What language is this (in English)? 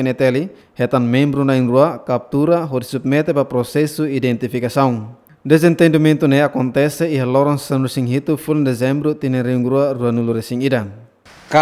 Tetum